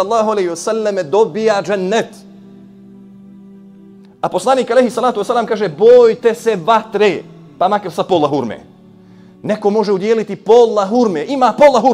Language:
Bosnian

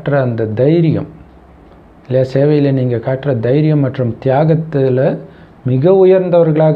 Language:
Tamil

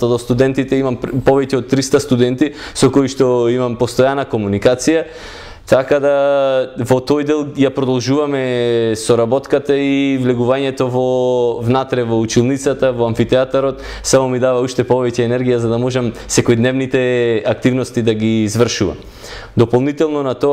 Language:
Macedonian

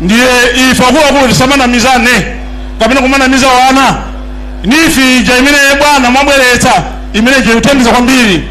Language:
Nyanja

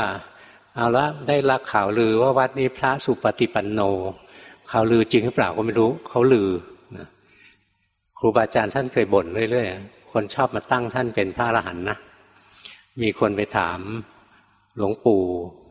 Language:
Thai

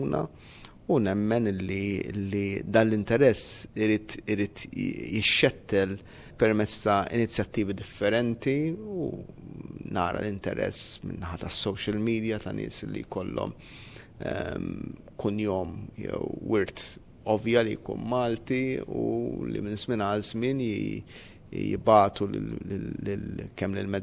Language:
Maltese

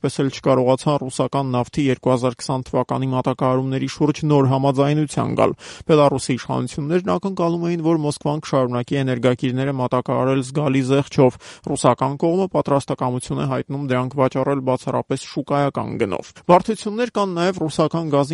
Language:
Armenian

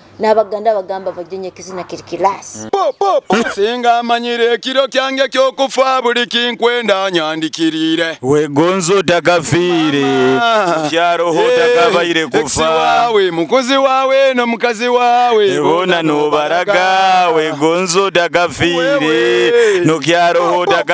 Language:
Nyoro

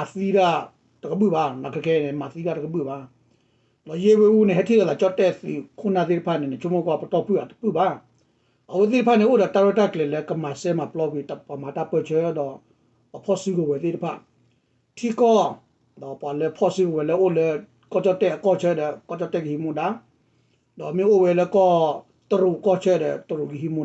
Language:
S'gaw Karen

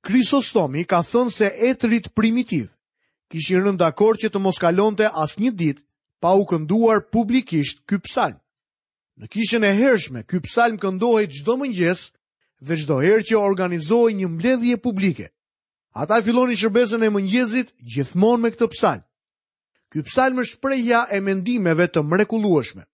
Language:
Albanian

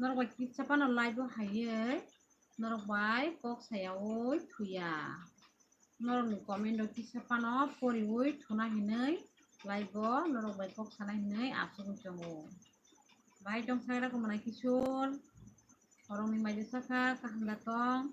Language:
Kok Borok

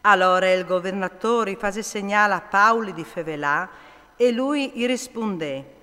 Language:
Friulian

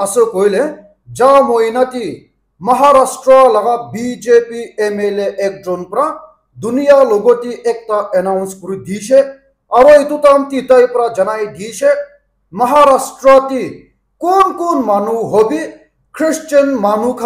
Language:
Naga Pidgin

